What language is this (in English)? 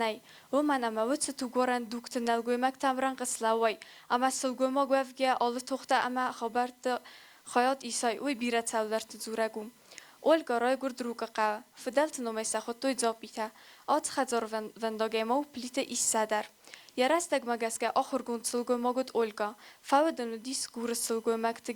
Ossetic